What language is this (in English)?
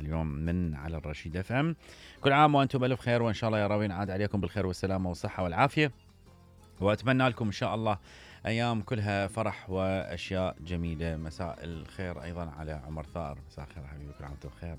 Mesopotamian Arabic